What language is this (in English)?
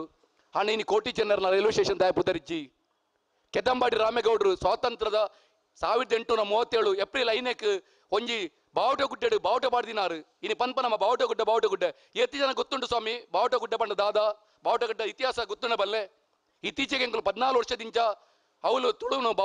Tulu